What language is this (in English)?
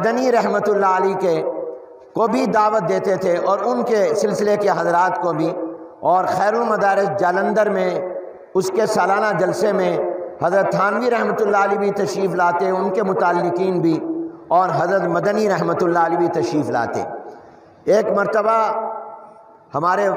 Urdu